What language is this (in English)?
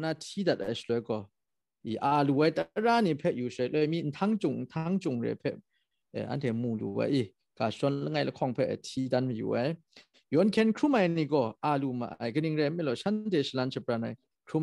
Kachin